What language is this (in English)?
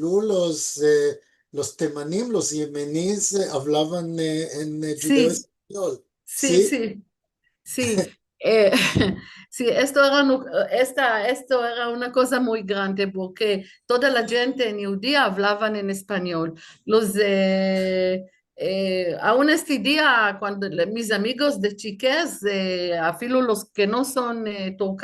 Ladino